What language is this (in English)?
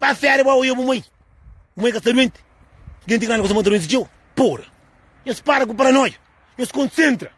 Kabuverdianu